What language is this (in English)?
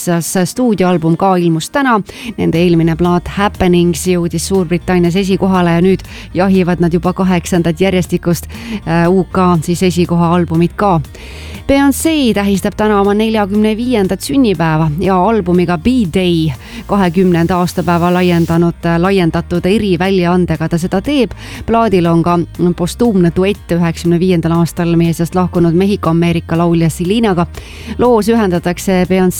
Estonian